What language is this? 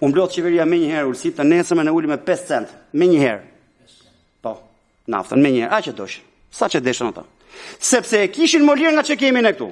Albanian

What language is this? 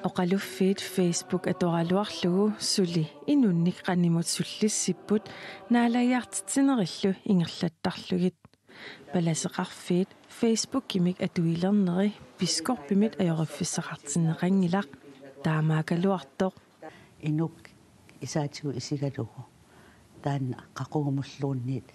Kalaallisut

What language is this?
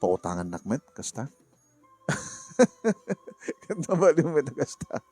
Iloko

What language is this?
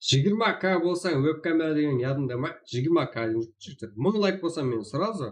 Kara-Kalpak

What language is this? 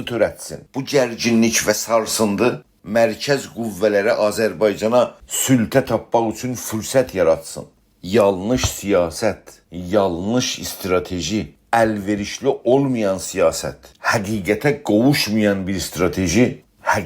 South Azerbaijani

